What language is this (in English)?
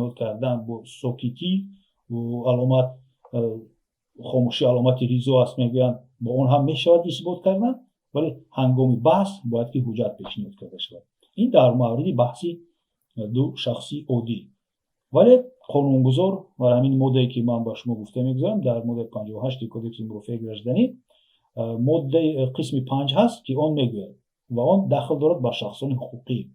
Tajik